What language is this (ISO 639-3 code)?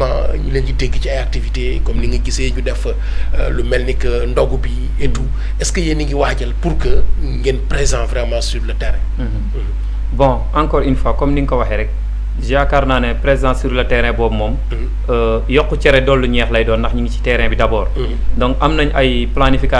wol